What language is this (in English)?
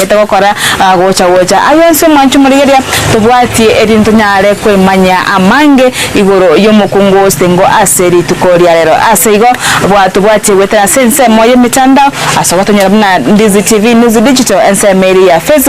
Gusii